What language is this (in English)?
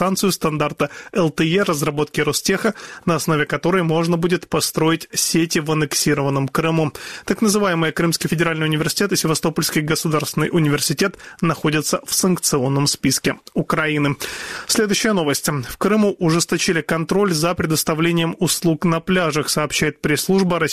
Russian